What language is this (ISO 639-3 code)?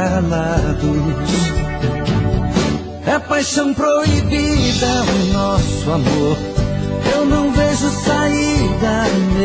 por